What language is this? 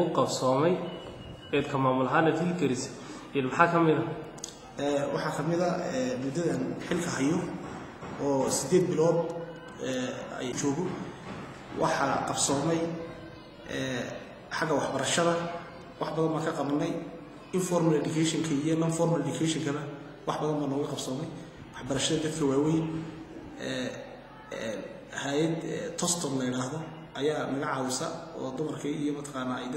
Somali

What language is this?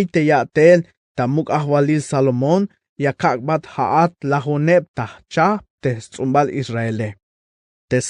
Tzeltal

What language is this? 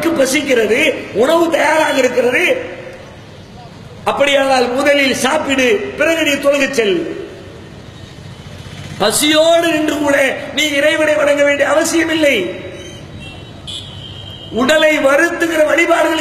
Tamil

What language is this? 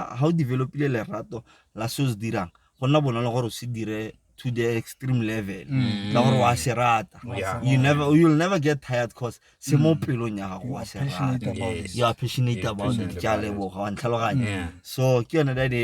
Tswana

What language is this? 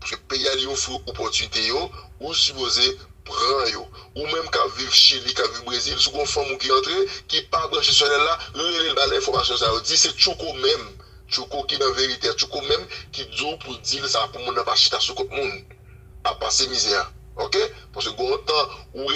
Haitian Creole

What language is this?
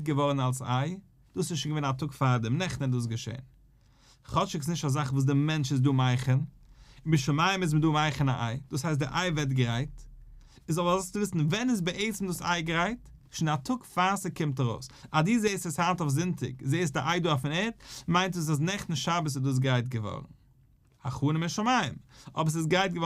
Yiddish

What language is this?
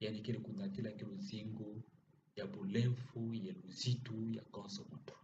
Kituba (Democratic Republic of Congo)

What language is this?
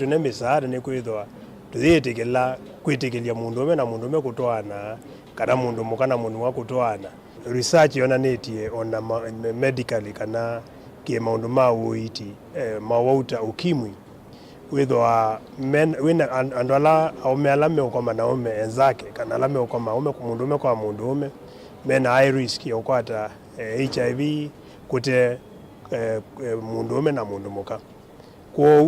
Kamba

